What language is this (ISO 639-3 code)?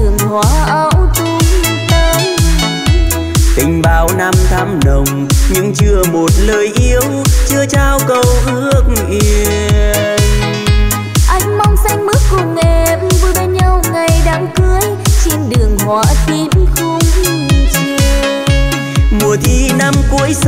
vie